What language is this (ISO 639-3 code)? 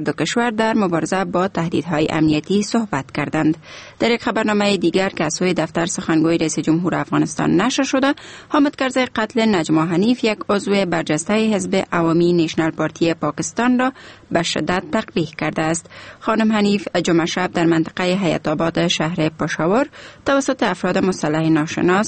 fas